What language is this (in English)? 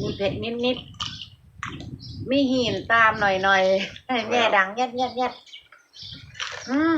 Northeastern Thai